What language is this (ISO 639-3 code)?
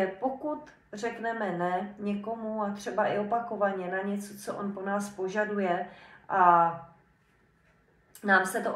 ces